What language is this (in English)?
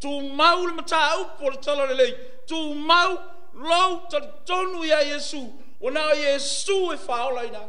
Samoan